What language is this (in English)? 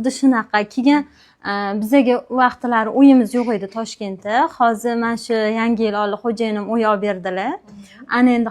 Uzbek